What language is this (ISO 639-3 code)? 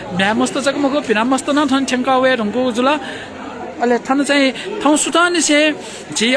new